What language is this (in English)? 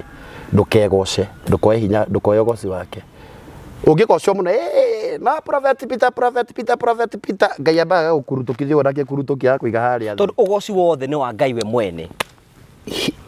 Kikuyu